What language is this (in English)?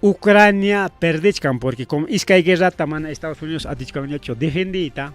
Ayacucho Quechua